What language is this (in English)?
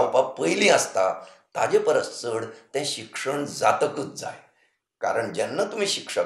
Konkani